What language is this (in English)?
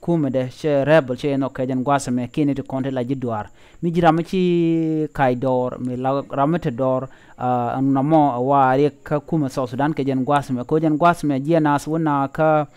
Nuer